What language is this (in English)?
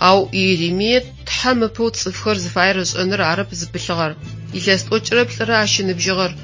Adyghe